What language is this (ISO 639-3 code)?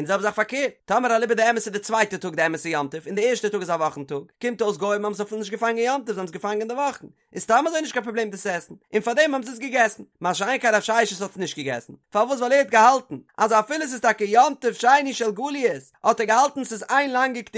yid